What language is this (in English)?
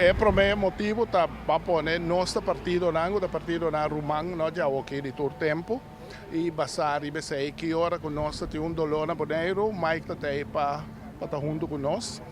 Papiamento